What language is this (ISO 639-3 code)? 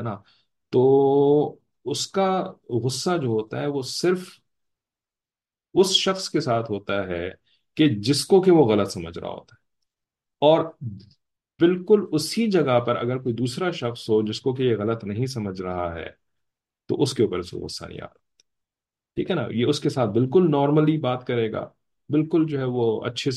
urd